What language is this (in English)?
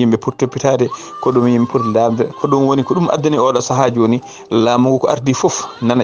Fula